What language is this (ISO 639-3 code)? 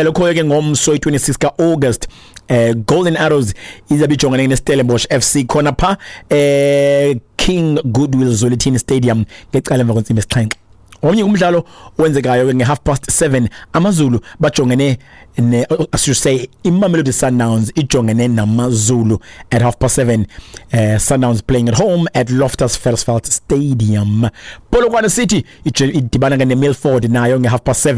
xho